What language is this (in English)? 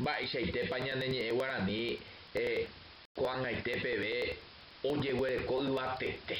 Guarani